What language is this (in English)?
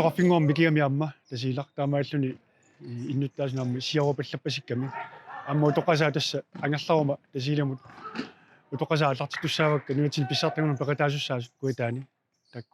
Kalaallisut